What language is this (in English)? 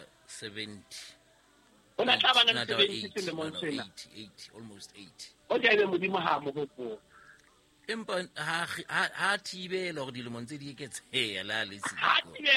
Southern Sotho